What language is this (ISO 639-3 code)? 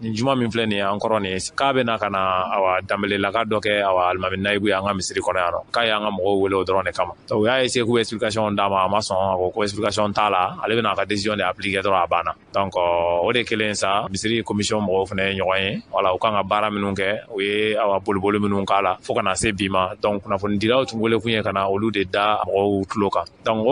bam